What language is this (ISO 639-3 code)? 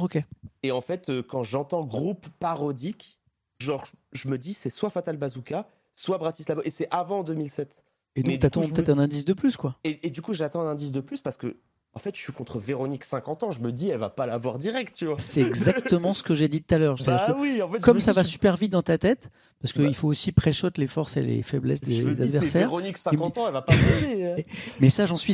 fra